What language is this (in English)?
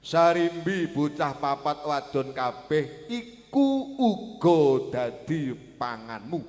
Javanese